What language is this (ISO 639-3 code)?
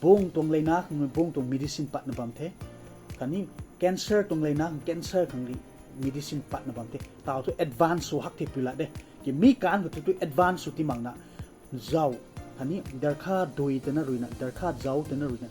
nbu